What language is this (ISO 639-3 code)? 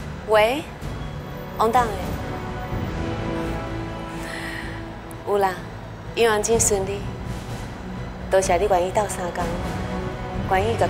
nan